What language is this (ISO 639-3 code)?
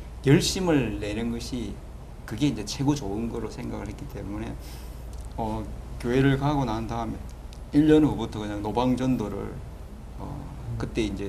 kor